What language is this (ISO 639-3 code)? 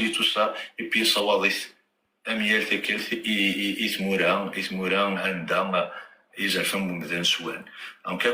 kab